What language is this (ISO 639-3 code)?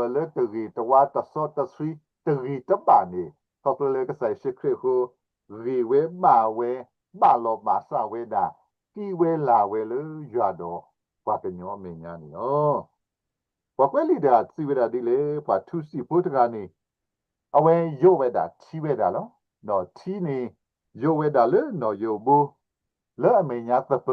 ksw